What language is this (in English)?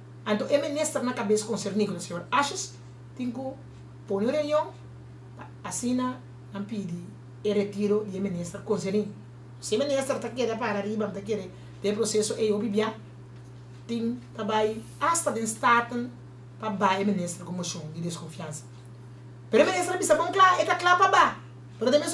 Papiamento